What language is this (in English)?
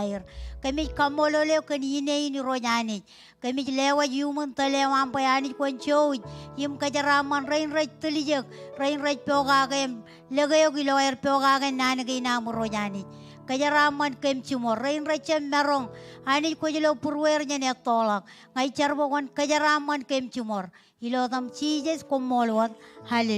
Marshallese